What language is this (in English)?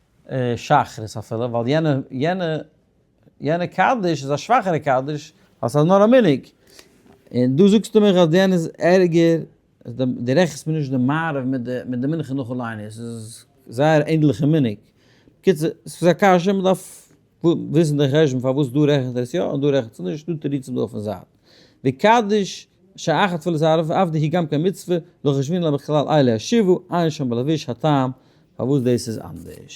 Yiddish